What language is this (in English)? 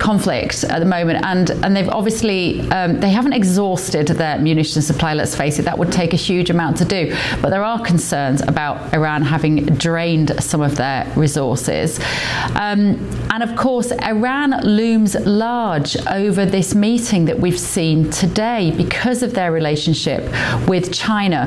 English